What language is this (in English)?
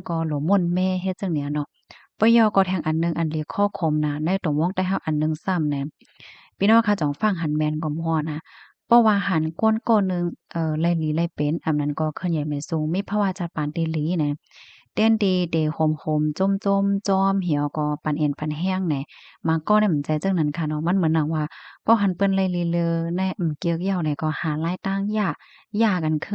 Shan